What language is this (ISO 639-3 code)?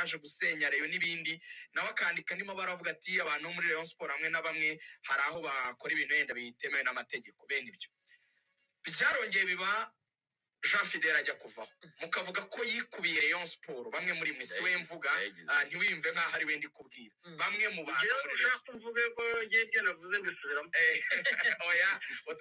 kin